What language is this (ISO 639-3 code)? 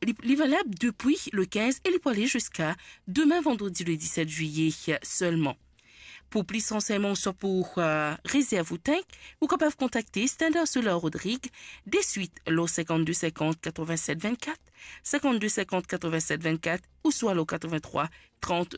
mfe